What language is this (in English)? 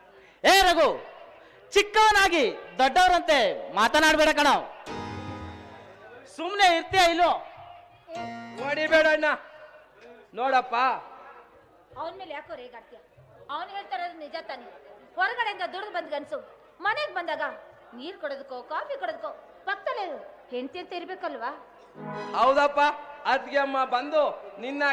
Kannada